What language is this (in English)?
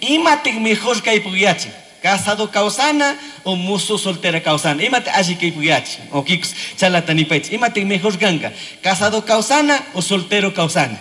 Chimborazo Highland Quichua